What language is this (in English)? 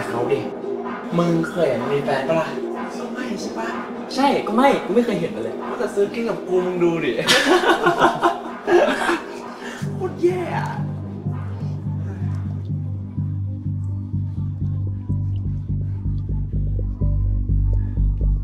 Thai